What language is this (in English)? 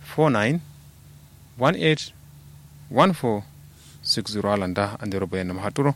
Kanuri